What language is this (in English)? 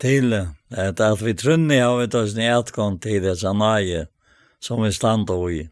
Faroese